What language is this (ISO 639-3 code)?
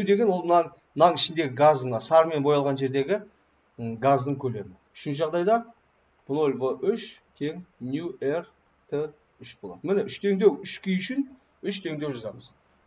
kaz